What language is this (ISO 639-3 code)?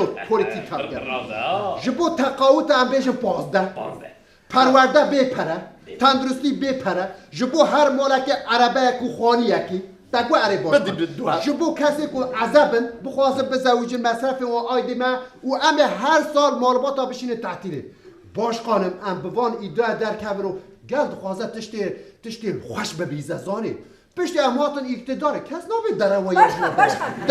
kur